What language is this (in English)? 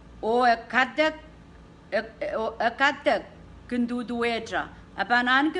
Pohnpeian